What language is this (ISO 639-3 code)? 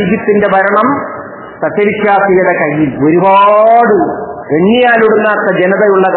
mal